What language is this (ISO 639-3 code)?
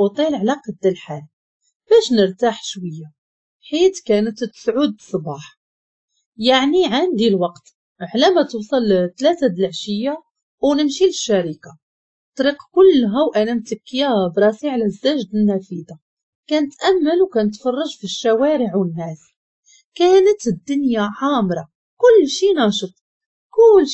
ary